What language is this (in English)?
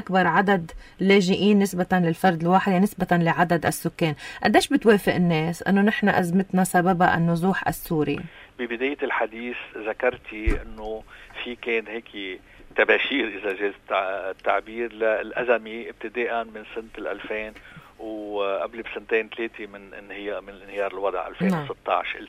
North Levantine Arabic